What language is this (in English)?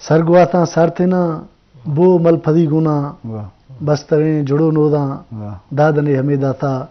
Eastern Balochi